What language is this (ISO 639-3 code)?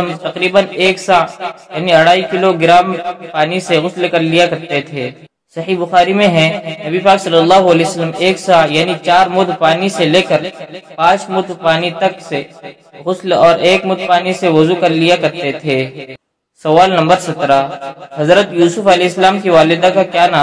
urd